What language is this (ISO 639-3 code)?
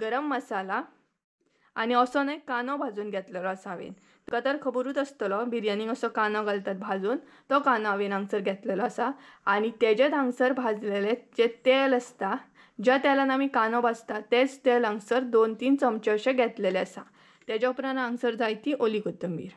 kok